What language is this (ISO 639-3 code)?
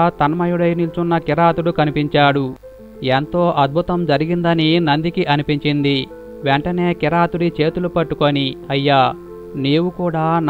tel